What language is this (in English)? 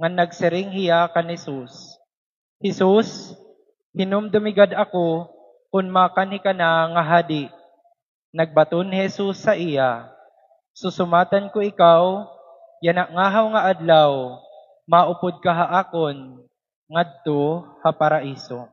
Waray